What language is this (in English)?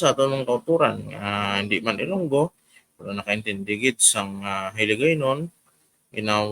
Hiligaynon